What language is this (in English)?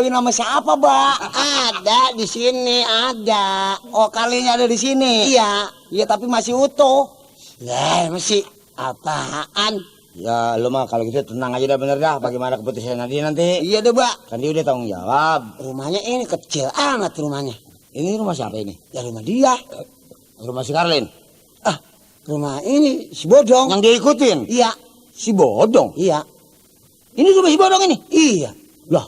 Betawi